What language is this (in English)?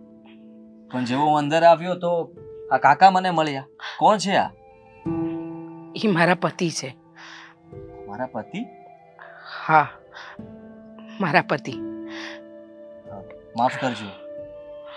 Gujarati